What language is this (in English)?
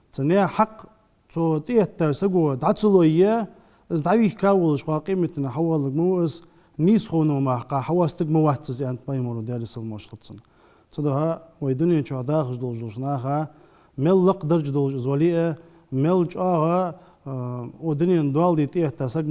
Ingush